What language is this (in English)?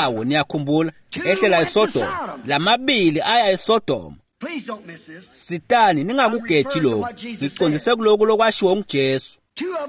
Swati